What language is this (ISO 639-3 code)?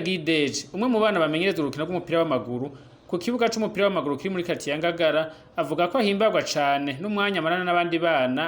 run